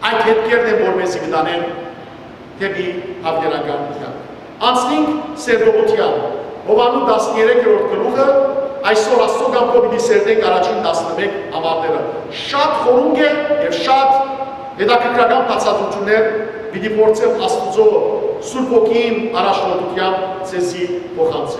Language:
Western Armenian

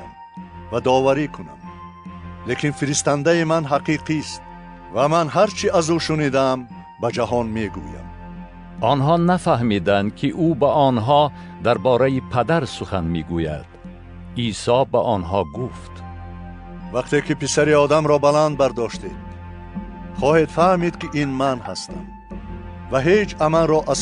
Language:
Tajik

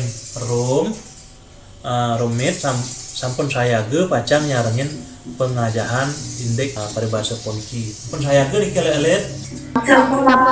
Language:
Balinese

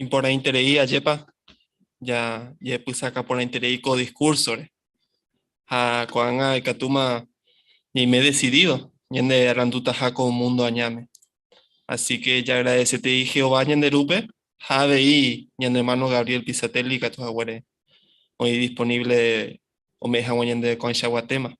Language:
Guarani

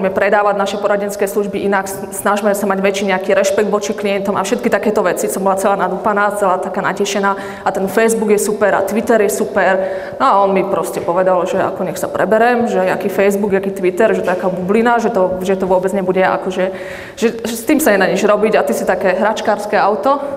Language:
Slovak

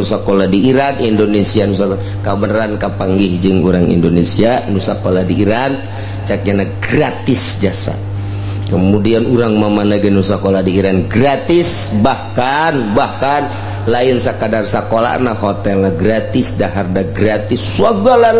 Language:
Sundanese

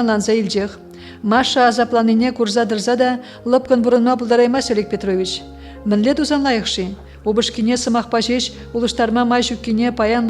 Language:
Chuvash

